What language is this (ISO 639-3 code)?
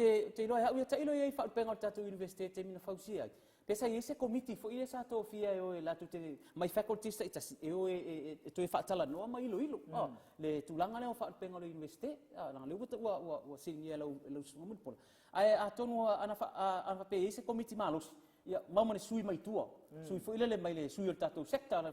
smo